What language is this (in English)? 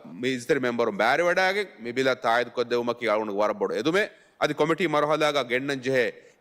Divehi